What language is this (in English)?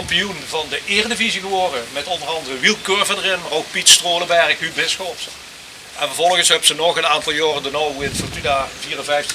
Limburgish